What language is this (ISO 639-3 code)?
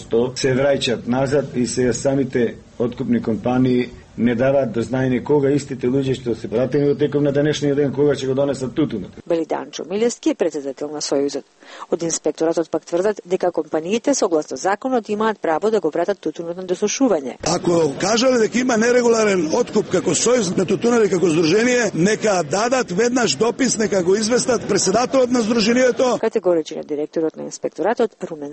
mkd